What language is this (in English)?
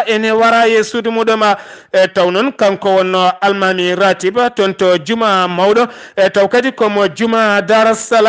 Fula